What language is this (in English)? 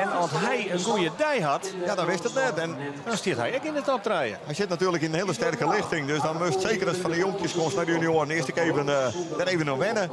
Western Frisian